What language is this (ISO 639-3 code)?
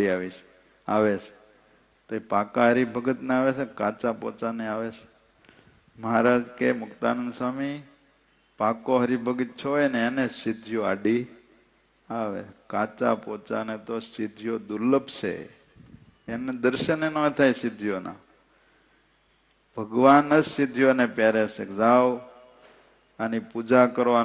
guj